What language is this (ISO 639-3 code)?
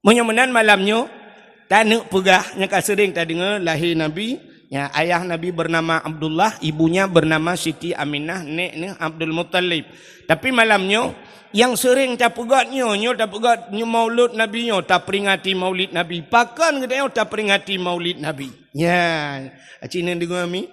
ace